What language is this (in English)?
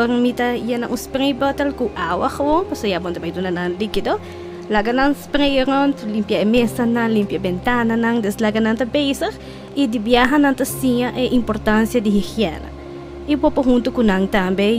Papiamento